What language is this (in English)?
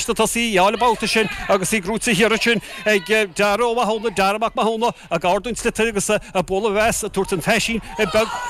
Irish